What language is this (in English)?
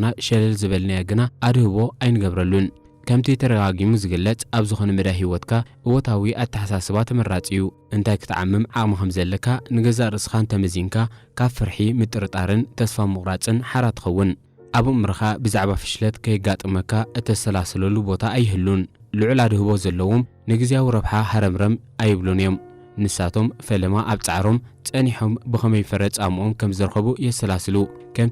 Tigrinya